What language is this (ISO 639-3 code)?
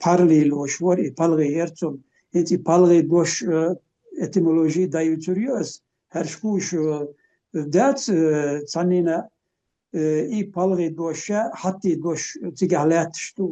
che